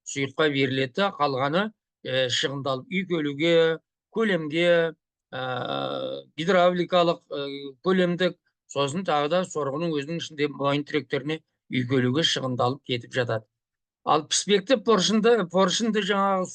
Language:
Kazakh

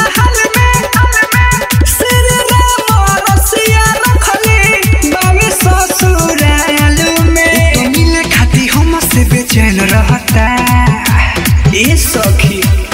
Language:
Bhojpuri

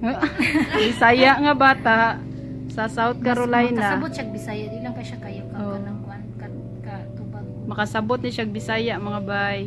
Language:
Cebuano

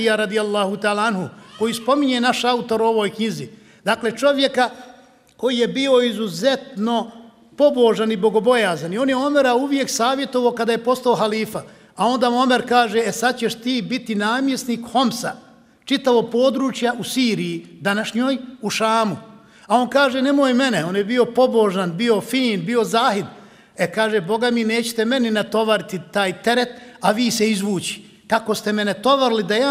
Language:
Bosnian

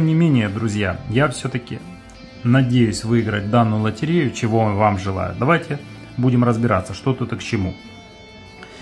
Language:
Russian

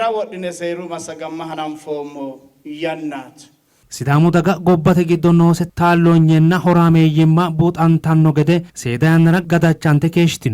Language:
Sidamo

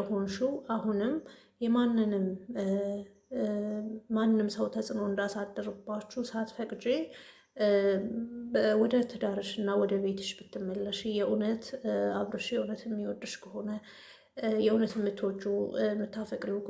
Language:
Amharic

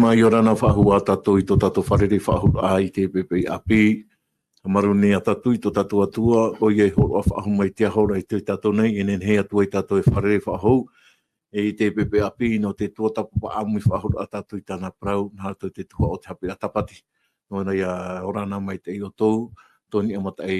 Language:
Tahitian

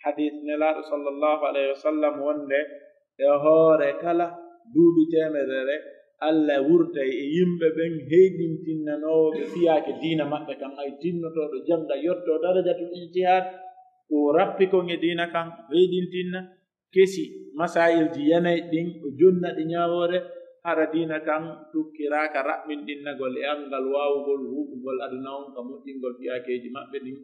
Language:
Pular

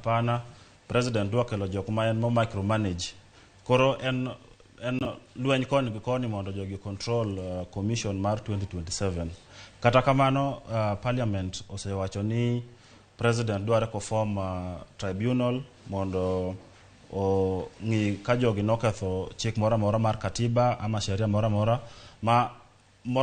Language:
Luo (Kenya and Tanzania)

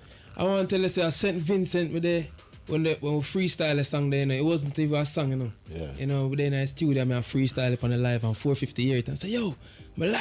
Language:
Jamaican Creole English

